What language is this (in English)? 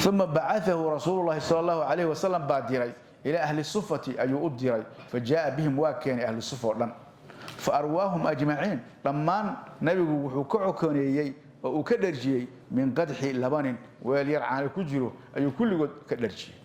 Somali